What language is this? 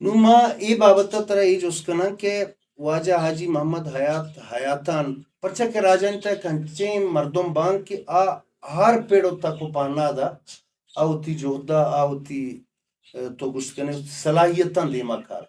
Baluchi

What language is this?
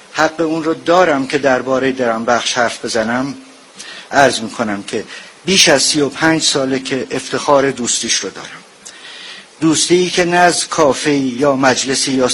Persian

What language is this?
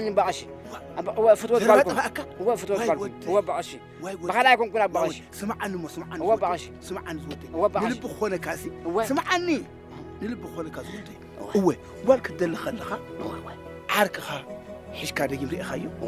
Tigrinya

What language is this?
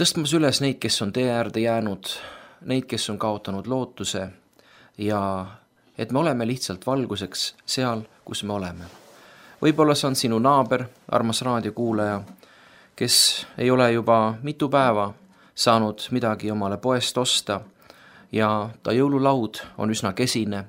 Estonian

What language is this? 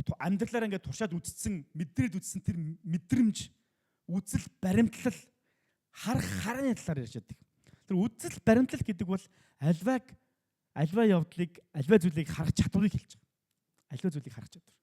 Mongolian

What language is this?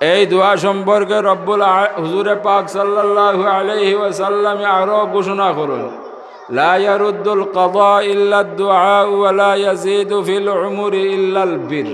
Sylheti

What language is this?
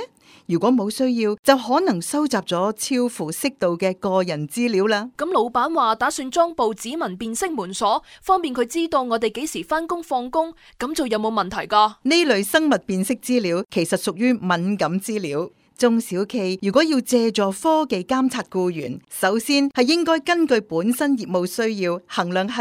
Cantonese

